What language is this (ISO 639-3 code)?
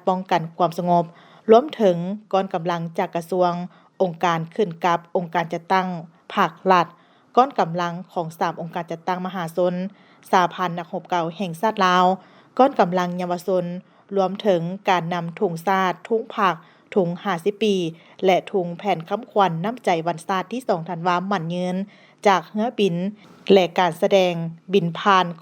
lao